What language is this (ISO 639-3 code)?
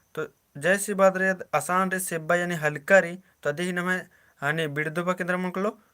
kru